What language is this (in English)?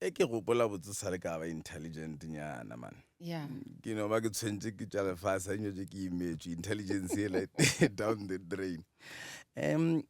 Northern Sotho